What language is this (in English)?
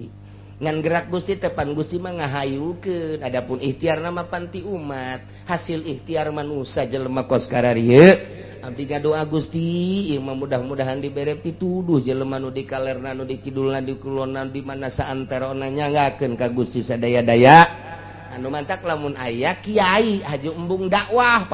Sundanese